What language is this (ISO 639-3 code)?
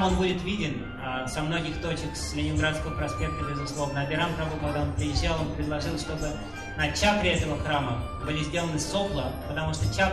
rus